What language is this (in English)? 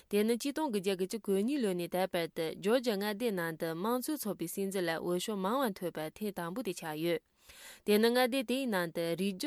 Tibetan